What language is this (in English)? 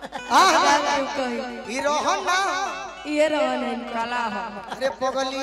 Bhojpuri